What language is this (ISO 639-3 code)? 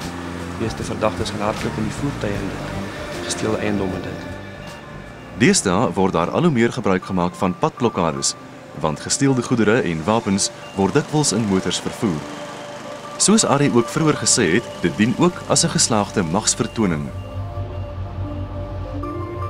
afr